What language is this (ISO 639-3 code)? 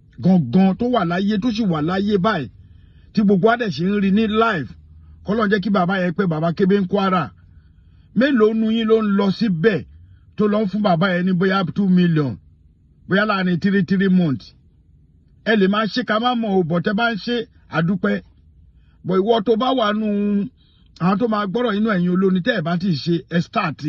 yor